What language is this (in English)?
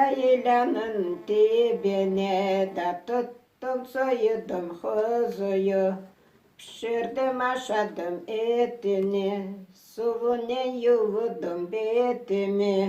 Crimean Tatar